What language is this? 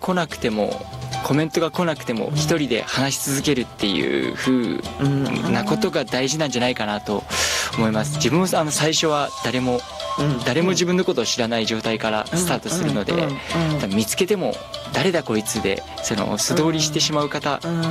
Japanese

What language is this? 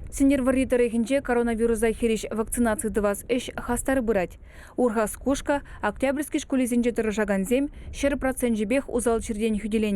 Chuvash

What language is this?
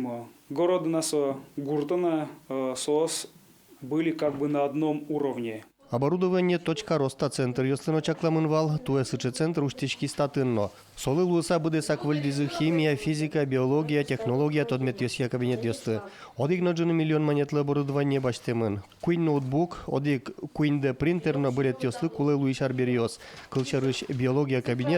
Udmurt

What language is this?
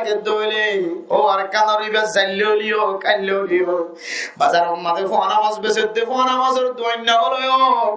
Rohingya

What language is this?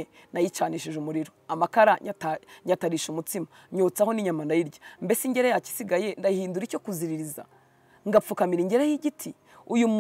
Kinyarwanda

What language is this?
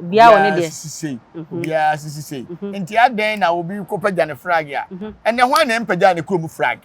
Akan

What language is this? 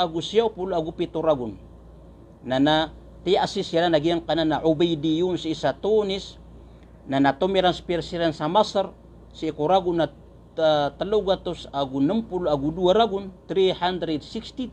Maranao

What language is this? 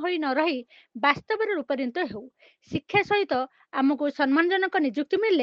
Odia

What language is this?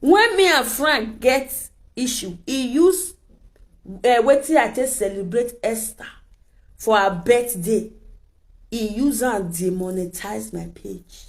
Nigerian Pidgin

